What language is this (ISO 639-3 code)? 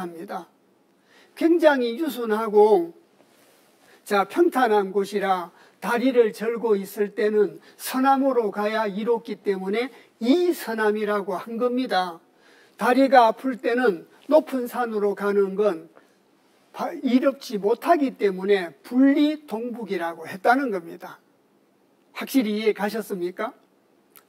kor